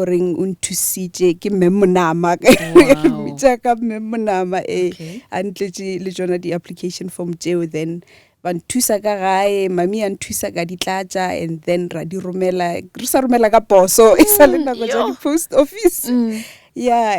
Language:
Northern Sotho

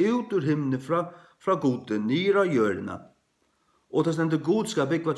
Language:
Faroese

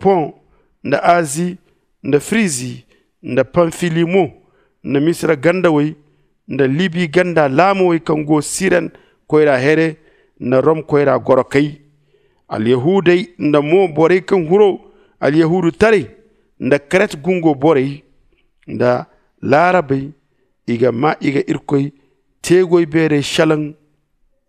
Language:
Zarma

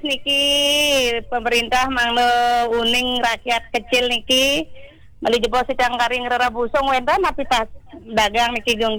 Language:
Balinese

